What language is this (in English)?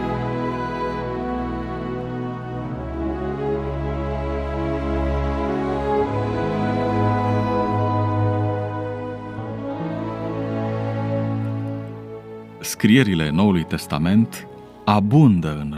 Romanian